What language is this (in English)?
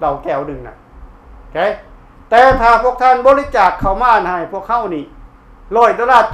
Lao